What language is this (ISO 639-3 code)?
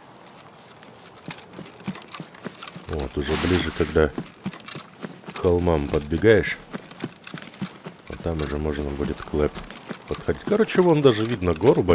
rus